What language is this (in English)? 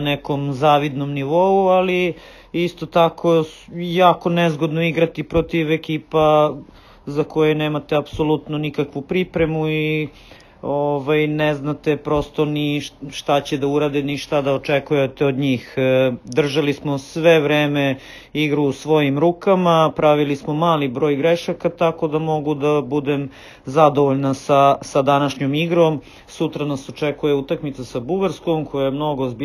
Serbian